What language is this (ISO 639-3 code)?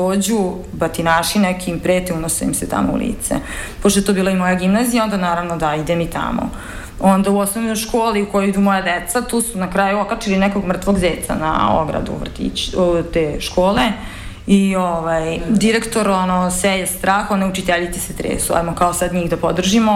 srp